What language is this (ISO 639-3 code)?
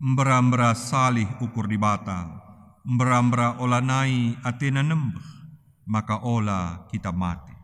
btx